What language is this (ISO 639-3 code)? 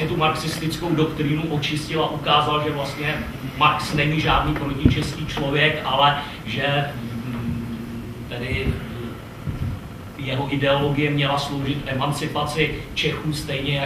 ces